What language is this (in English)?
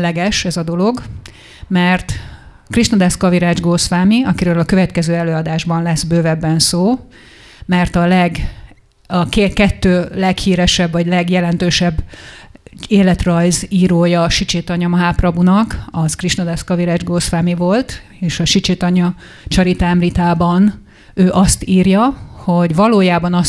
Hungarian